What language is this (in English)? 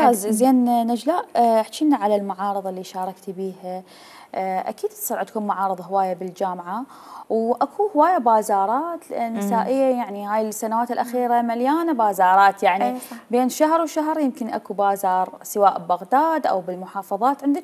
Mesopotamian Arabic